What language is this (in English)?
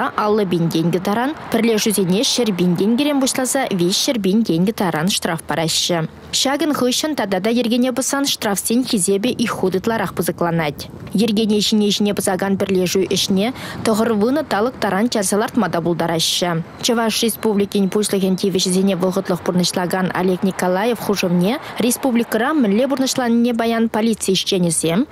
Chuvash